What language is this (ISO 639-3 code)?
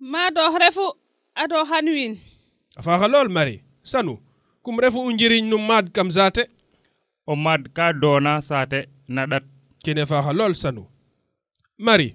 srr